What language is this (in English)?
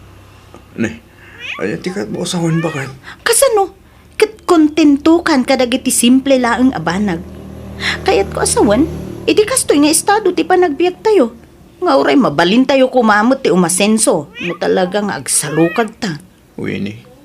Iloko